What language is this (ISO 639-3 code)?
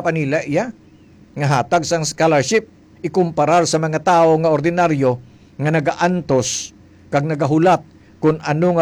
hil